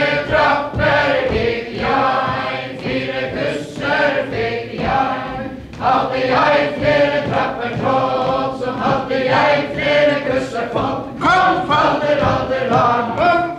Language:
Faroese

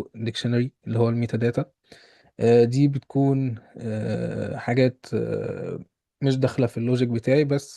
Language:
Egyptian Arabic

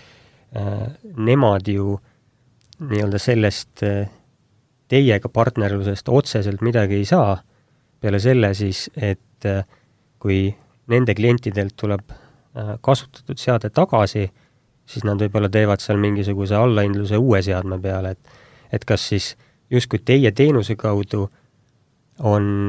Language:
Estonian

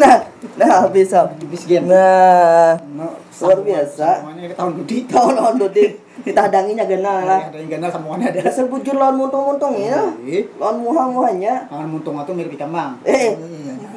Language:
Banjar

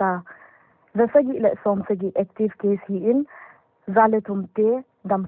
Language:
Paite Chin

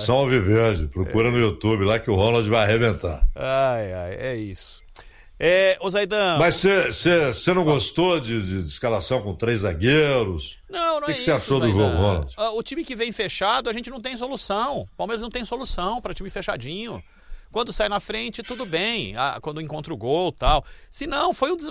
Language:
Portuguese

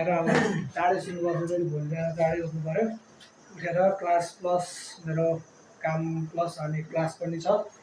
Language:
Nepali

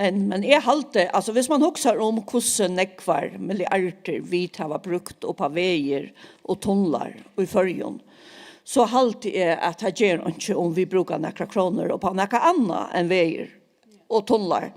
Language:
Faroese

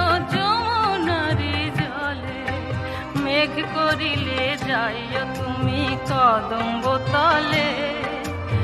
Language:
Bangla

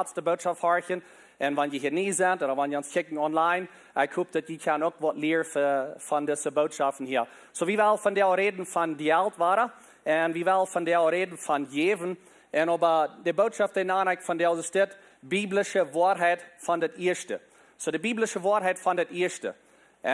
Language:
Plautdietsch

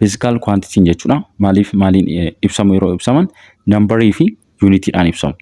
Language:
Oromo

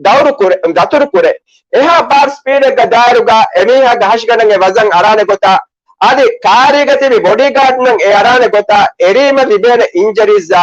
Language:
Divehi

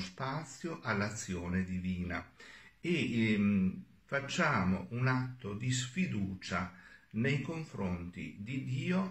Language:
Italian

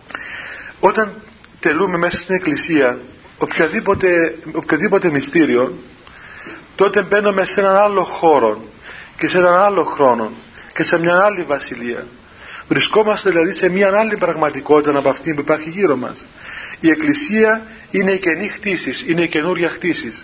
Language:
Greek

